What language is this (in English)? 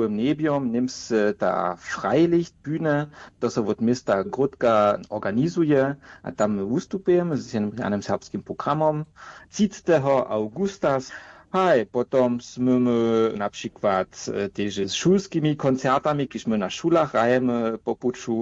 Upper Sorbian